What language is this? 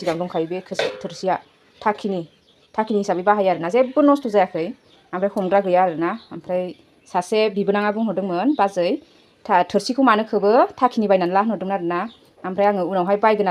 Bodo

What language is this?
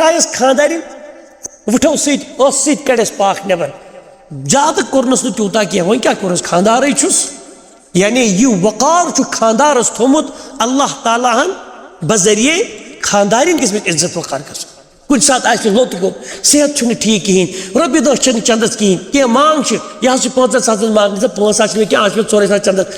Kashmiri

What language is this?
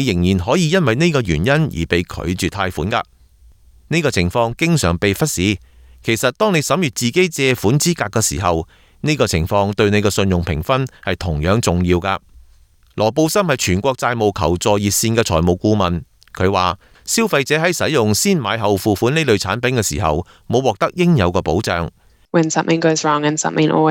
Cantonese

